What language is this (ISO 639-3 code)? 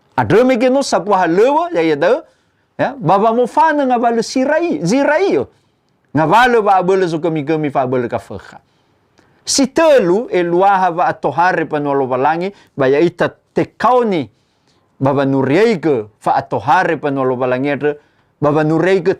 nia